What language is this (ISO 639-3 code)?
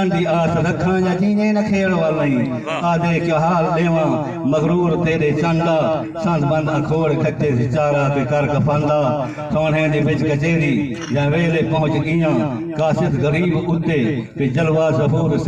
skr